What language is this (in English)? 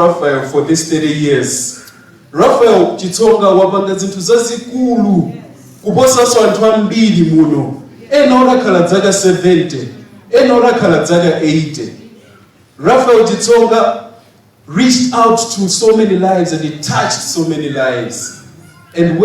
Nyanja